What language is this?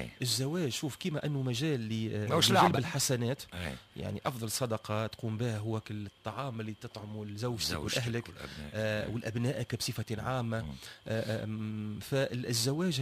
Tunisian Arabic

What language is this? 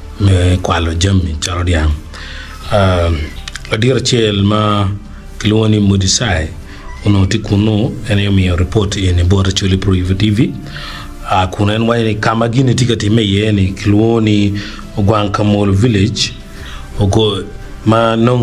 Acoli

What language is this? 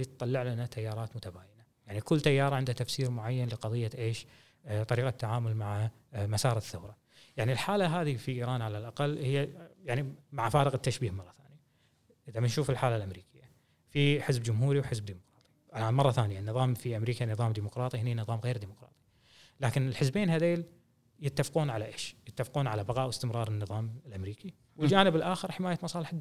Gulf Arabic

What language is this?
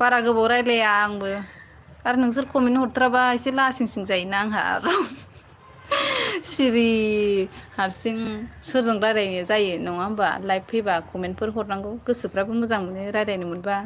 Bodo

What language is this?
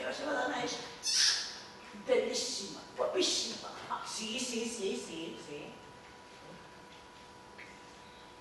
Catalan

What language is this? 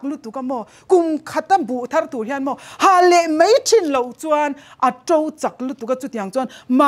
Mizo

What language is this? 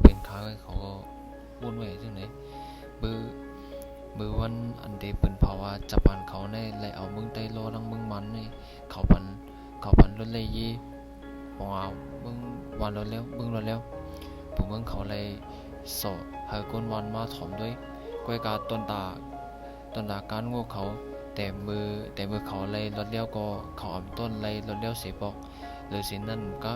Shan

